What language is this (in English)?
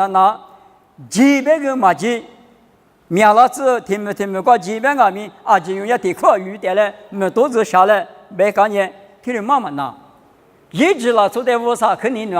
Lisu